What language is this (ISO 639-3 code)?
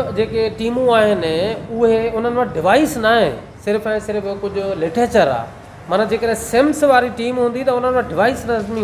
snd